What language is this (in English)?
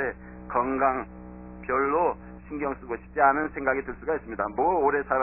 Korean